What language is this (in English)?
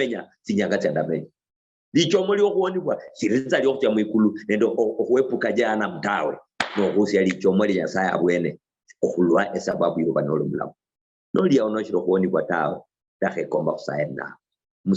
Luyia